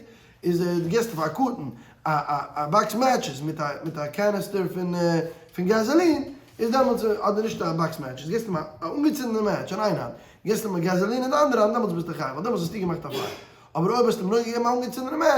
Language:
Yiddish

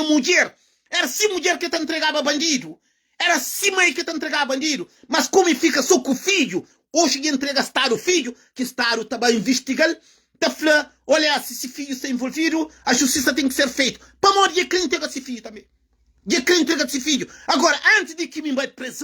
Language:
Kabuverdianu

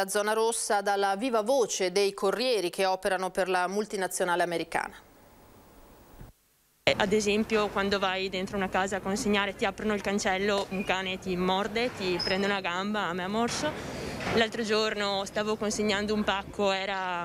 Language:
Italian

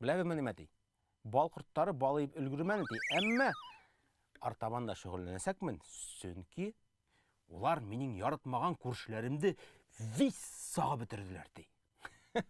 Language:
Bashkir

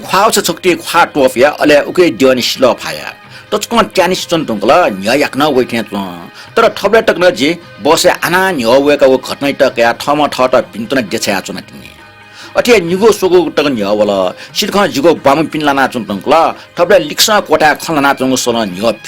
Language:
Newari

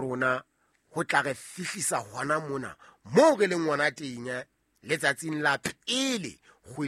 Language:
Southern Sotho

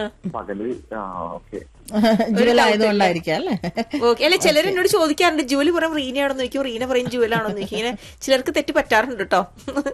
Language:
Malayalam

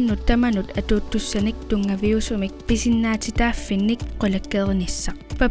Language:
Kalaallisut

